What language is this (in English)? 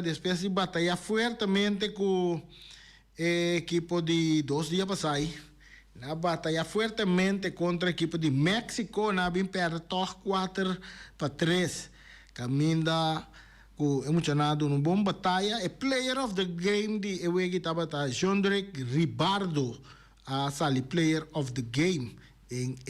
Papiamento